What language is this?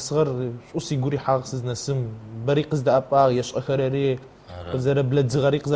Adyghe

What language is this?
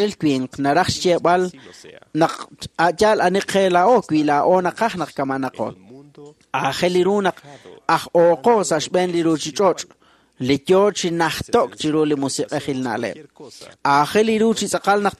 Kekchí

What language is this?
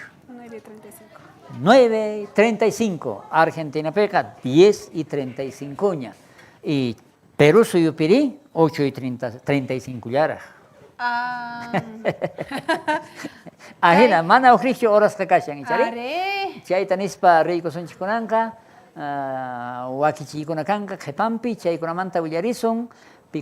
South Bolivian Quechua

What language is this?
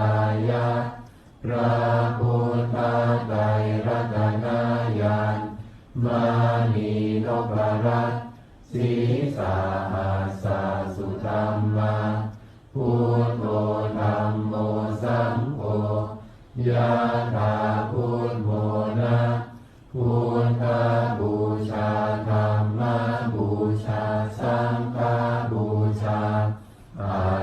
Pali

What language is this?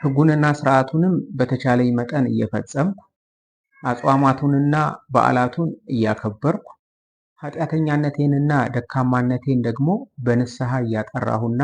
Amharic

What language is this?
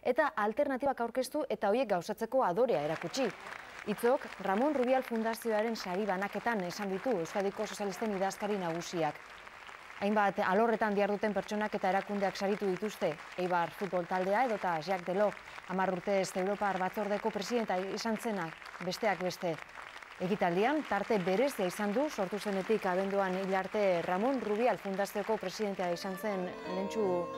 Basque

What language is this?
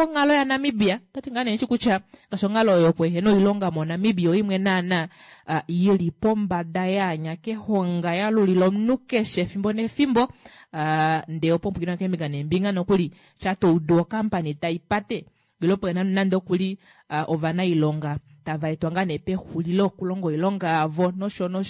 Kuanyama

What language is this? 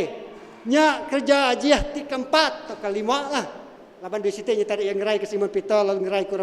Iban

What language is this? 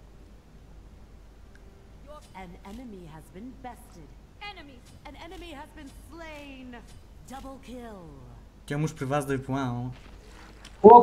Bulgarian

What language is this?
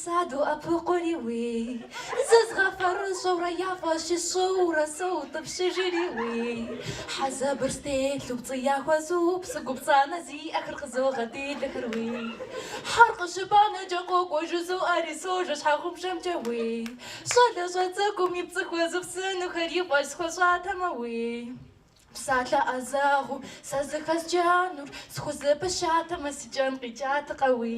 Kabardian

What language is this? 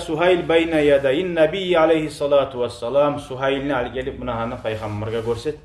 Kumyk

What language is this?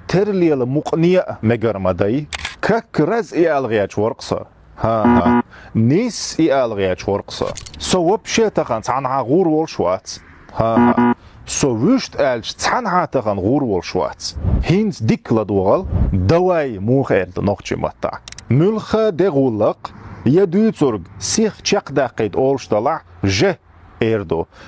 Chechen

